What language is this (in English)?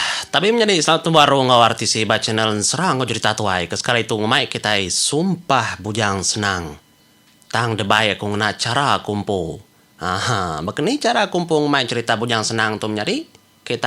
Iban